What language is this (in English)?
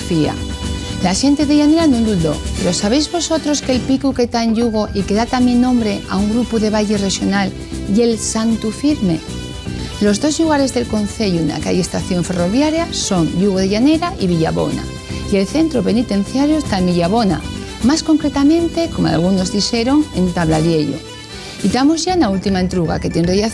Asturian